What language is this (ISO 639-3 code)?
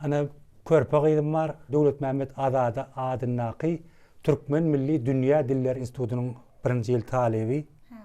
tuk